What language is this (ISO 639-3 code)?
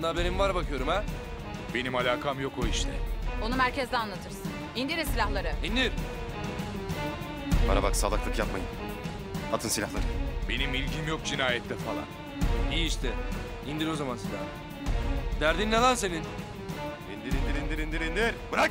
tur